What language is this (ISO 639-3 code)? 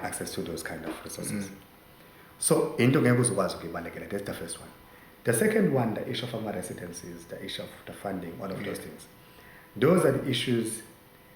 zul